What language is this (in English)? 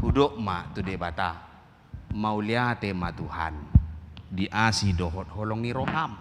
Batak Toba